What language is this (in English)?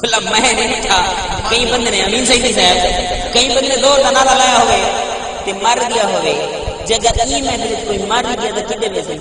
Saraiki